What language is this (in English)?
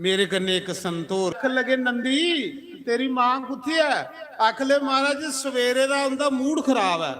Dogri